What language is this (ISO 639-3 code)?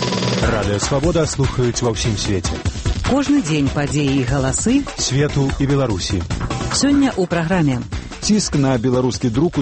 bel